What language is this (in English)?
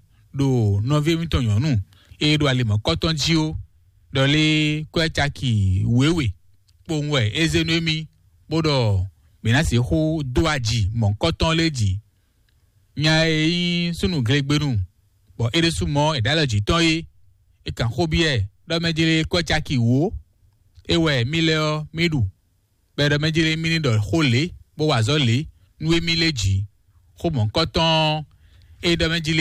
Fon